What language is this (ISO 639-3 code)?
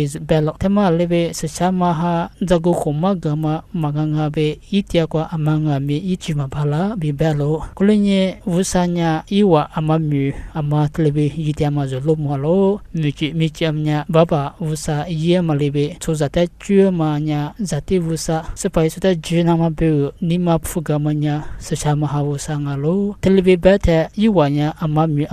lis